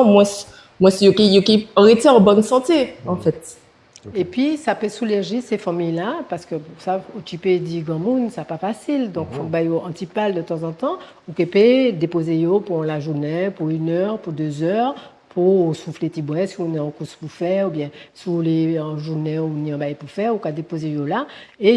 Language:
Guadeloupean Creole French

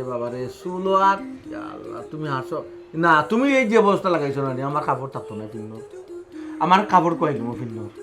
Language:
Sylheti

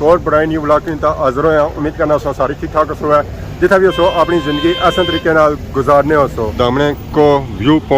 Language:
Pahari-Potwari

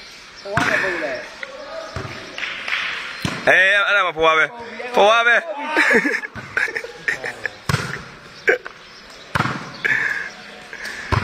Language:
Burmese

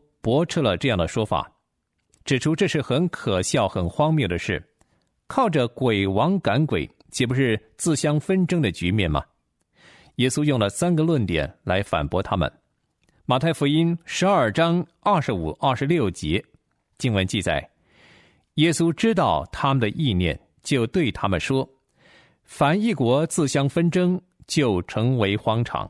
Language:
Chinese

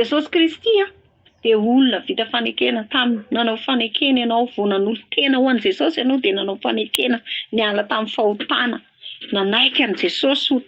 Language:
Malagasy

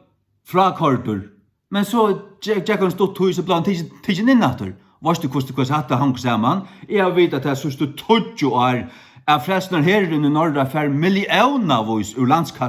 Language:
Faroese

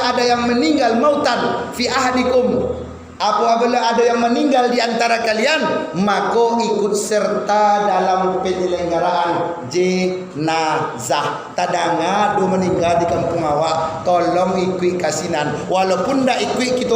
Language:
Minangkabau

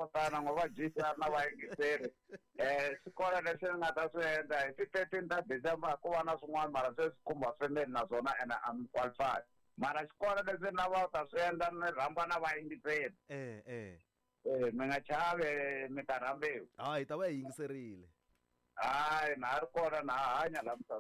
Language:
Tsonga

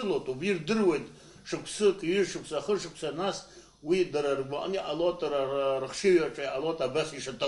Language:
Abkhazian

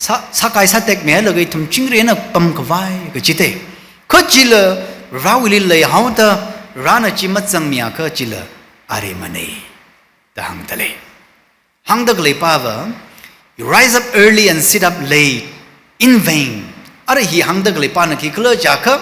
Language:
Tangkhul Naga (India)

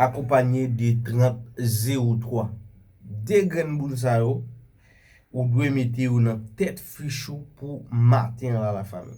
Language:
Haitian Creole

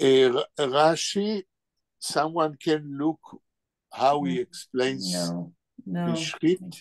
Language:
Yiddish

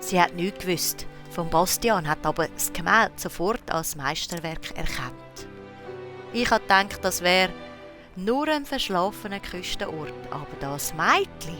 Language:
Swiss German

